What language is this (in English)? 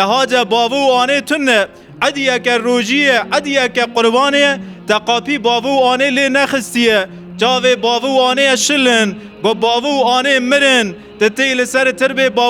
Kurdish